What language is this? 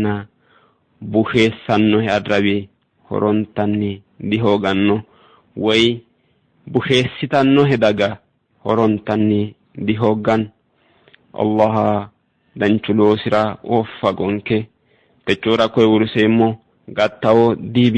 Sidamo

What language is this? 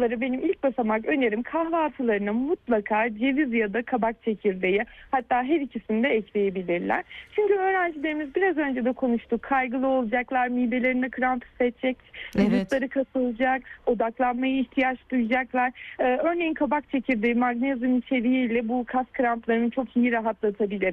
Turkish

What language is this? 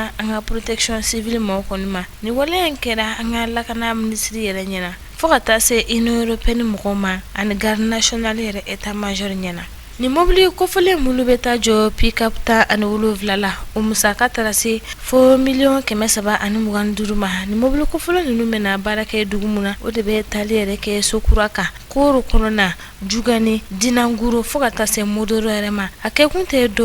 Bambara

